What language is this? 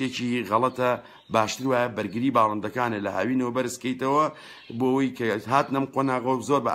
Central Kurdish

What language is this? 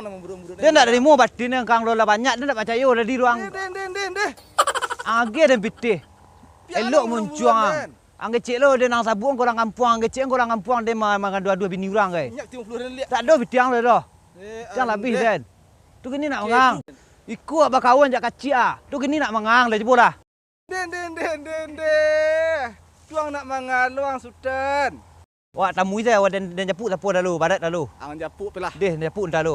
Minangkabau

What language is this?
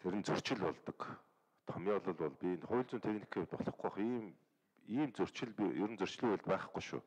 Mongolian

